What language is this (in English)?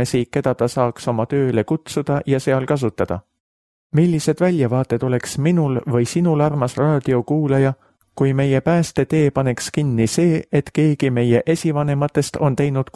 Estonian